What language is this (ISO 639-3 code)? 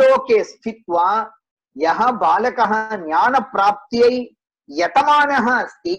san